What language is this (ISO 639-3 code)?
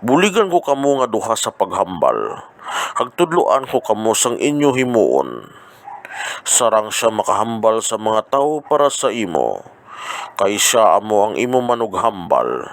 hil